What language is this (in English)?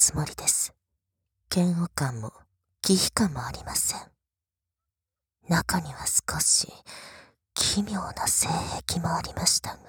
Japanese